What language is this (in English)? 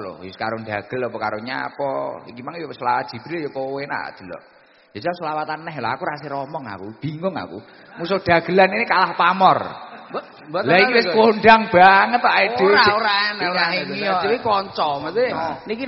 Javanese